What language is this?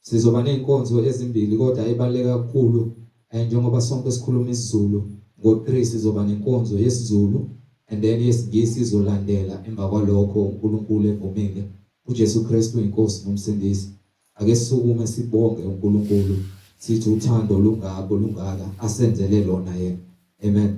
Zulu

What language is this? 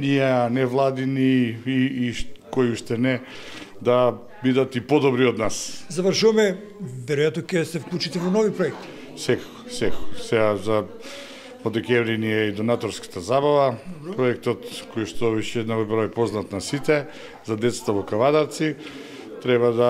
Macedonian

